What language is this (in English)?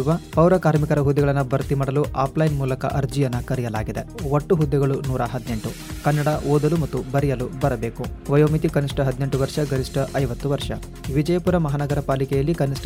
Kannada